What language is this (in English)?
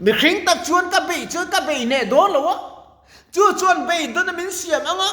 Mizo